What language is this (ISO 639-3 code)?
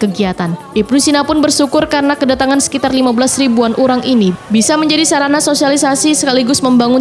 bjn